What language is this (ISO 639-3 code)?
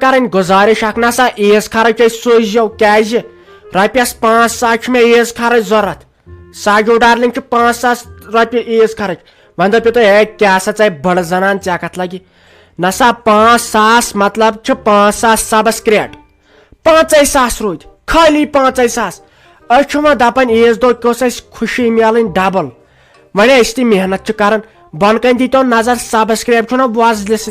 kas